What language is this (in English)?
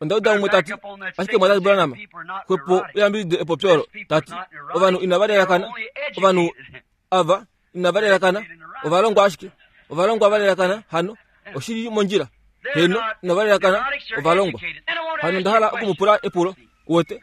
Kuanyama